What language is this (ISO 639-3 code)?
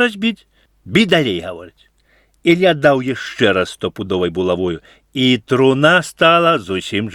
bel